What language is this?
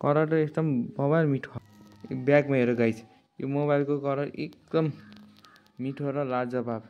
Nepali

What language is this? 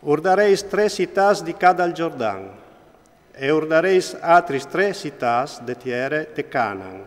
Friulian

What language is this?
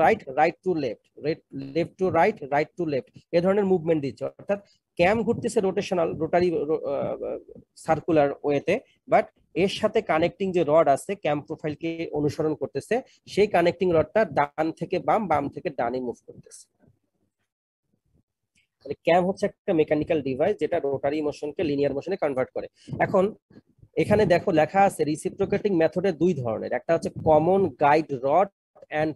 Bangla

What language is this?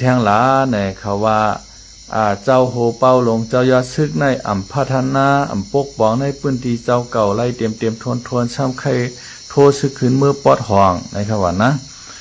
Shan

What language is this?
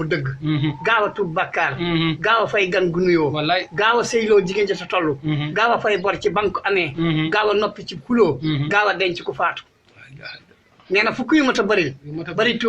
Wolof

